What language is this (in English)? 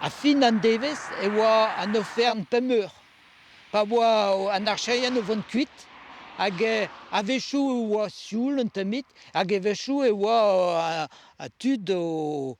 Breton